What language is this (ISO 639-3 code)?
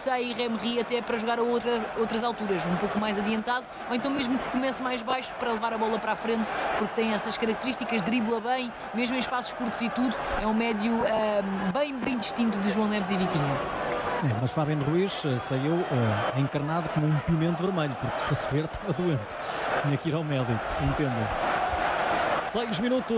por